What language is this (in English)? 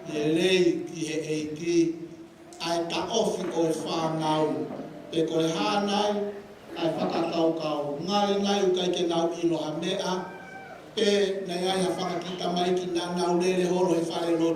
Tongan